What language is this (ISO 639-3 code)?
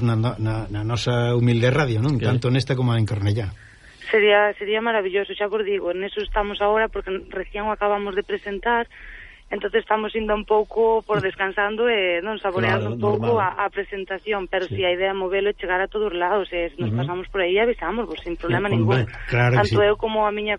glg